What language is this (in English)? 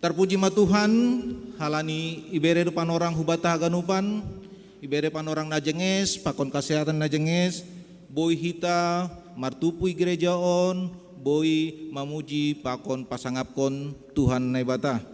Batak Simalungun